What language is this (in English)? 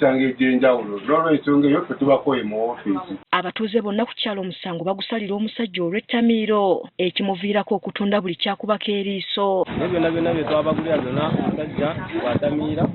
Ganda